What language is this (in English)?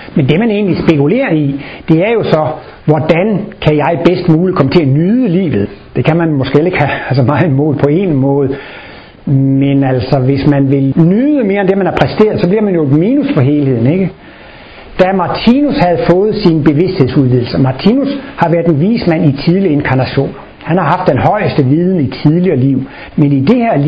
Danish